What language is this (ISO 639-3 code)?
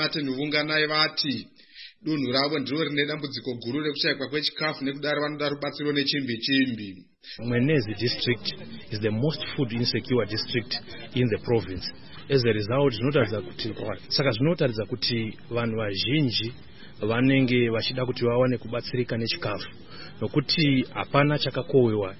sna